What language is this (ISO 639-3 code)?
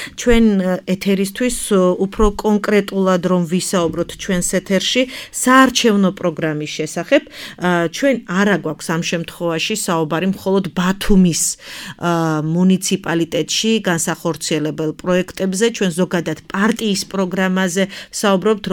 kat